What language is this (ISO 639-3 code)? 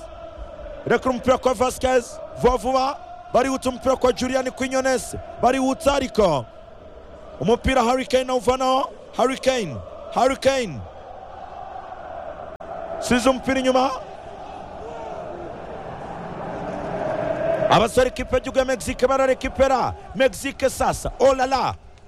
kin